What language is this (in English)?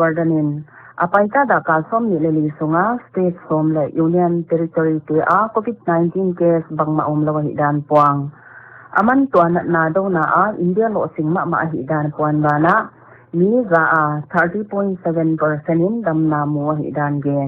Paite Chin